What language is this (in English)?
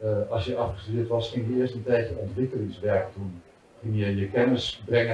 Dutch